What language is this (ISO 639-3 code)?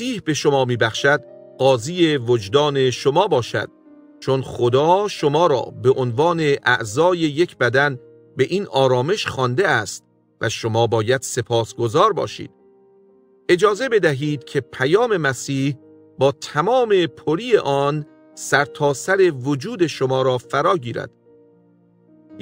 fas